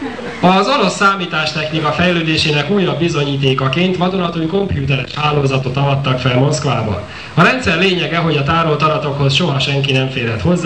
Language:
Hungarian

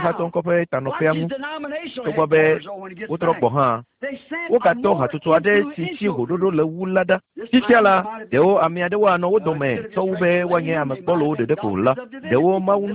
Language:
Ewe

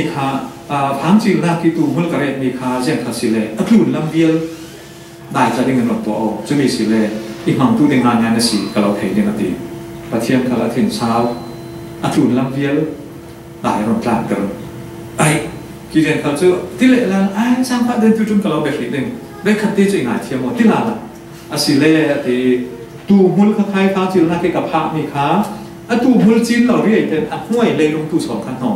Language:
Falam Chin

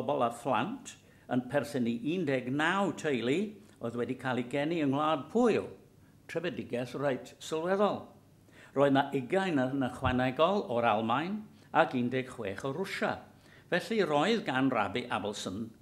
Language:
Welsh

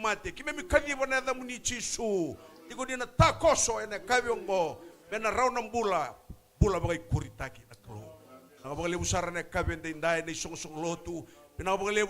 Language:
Fijian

